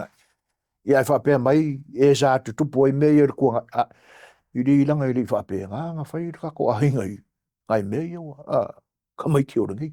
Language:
Samoan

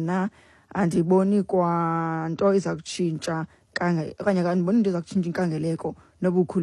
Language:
Xhosa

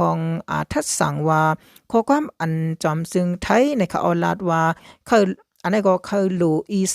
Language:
Shan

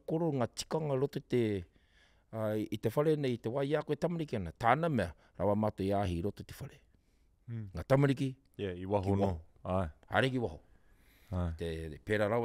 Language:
Māori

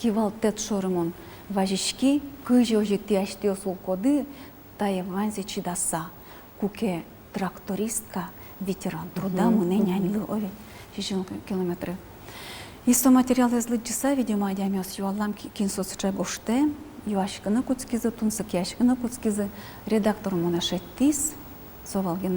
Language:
Udmurt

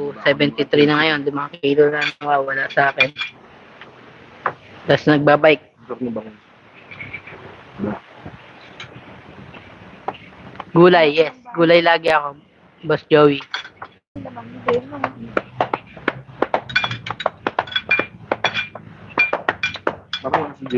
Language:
Filipino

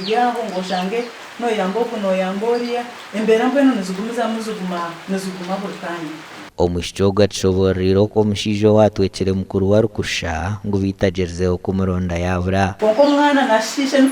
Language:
Nyankole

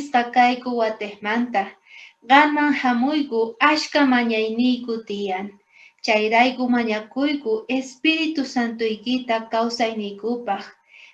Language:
South Bolivian Quechua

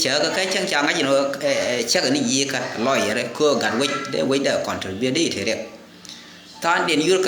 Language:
Nuer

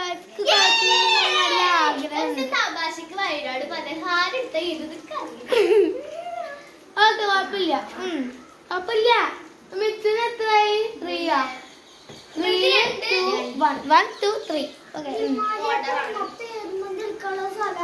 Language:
Malayalam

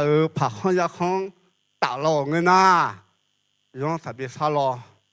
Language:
Akha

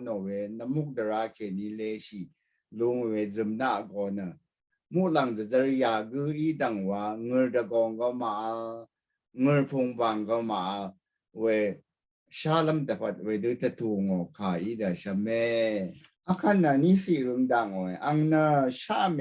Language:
Rawang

